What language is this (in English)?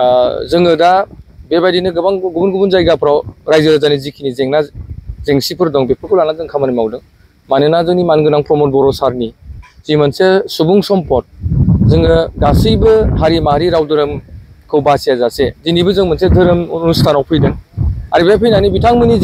Bodo